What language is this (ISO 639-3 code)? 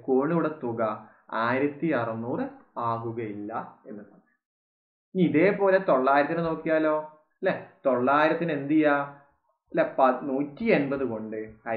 mal